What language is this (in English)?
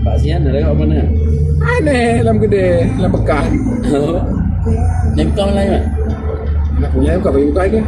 Achinese